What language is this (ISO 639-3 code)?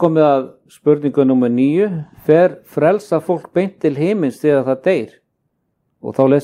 isl